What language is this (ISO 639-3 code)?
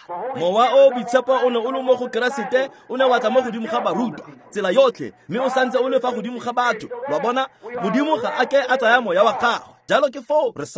tsn